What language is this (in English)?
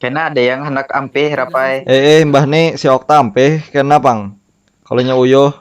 Banjar